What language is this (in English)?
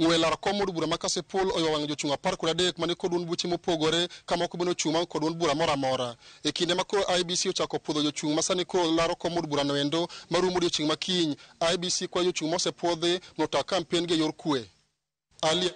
Luo (Kenya and Tanzania)